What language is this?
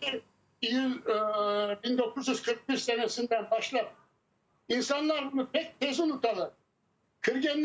Crimean Tatar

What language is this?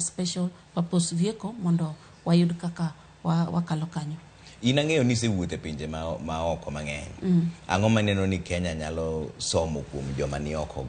Luo (Kenya and Tanzania)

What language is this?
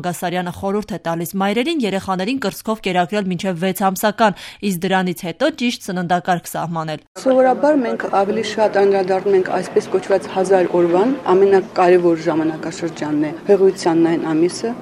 Armenian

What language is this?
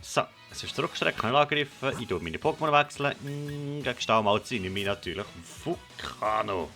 Swiss German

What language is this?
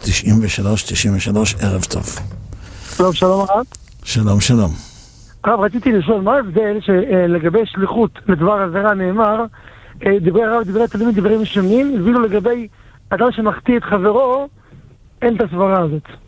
Hebrew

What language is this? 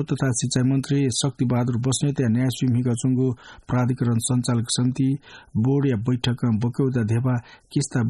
Newari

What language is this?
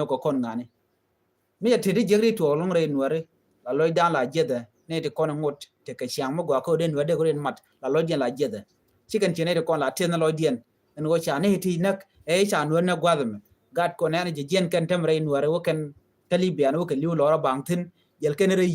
Nuer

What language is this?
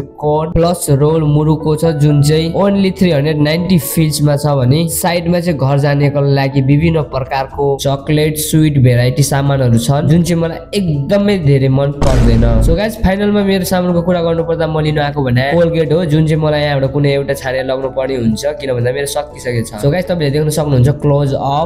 Nepali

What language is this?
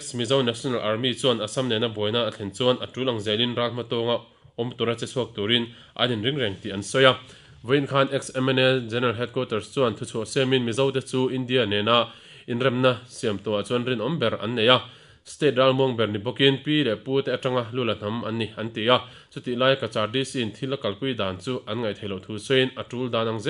Mizo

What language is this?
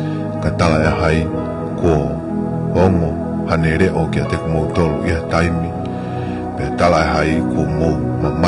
Tongan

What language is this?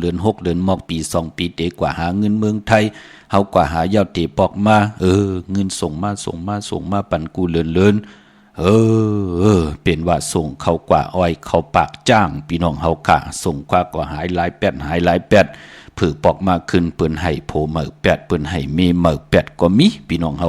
Shan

